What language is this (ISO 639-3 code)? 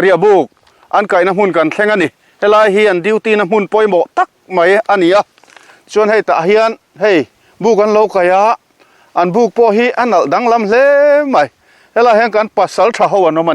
lus